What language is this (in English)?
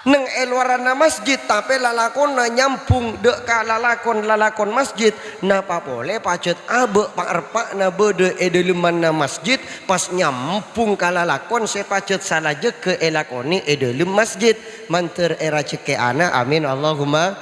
Madurese